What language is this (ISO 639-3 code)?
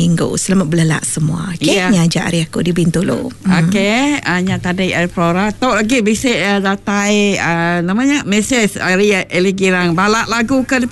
iba